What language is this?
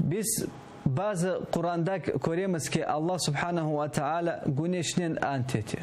Crimean Tatar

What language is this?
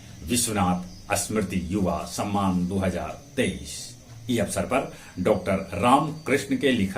Magahi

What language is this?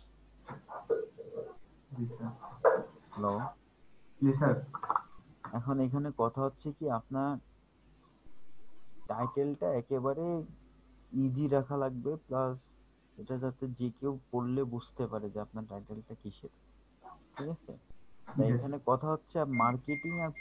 Bangla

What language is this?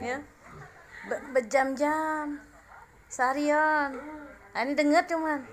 Musi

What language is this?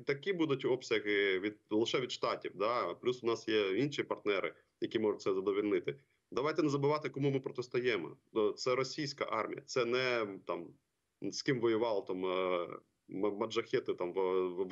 Ukrainian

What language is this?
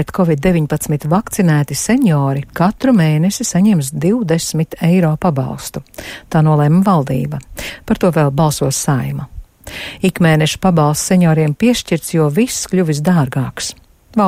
Latvian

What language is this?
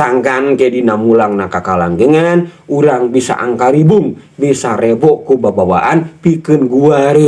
Sundanese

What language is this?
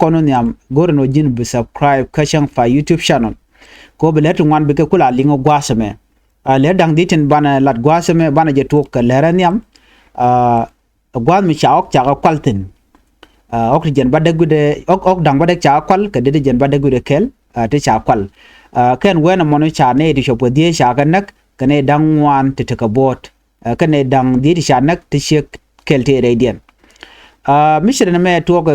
Nuer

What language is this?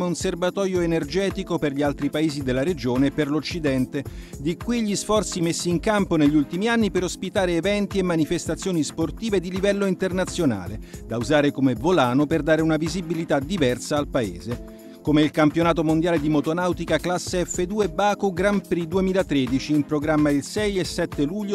Italian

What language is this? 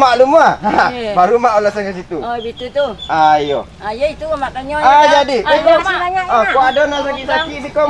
Minangkabau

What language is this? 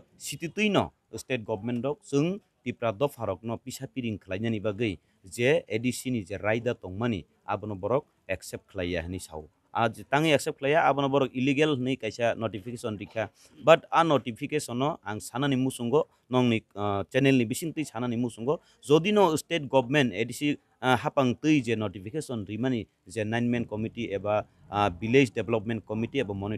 Kok Borok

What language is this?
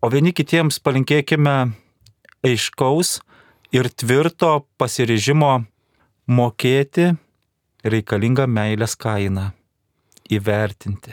Lithuanian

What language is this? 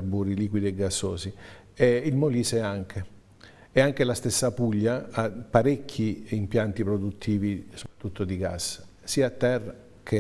Italian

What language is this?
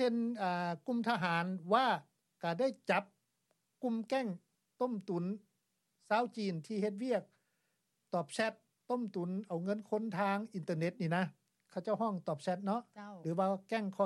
Lao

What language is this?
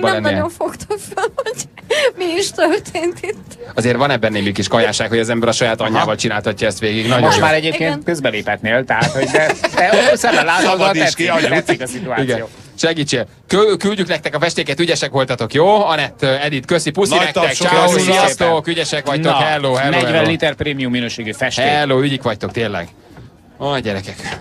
Hungarian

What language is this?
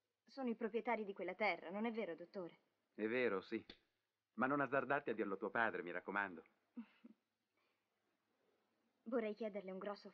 Italian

